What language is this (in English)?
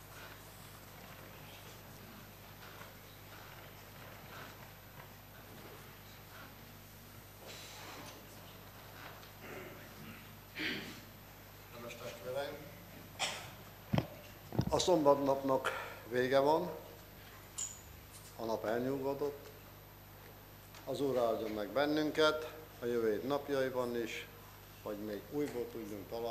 Hungarian